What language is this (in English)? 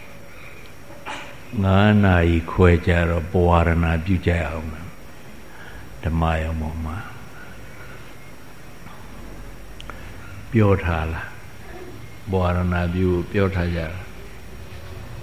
Burmese